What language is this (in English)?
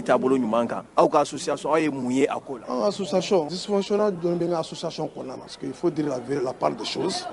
Bambara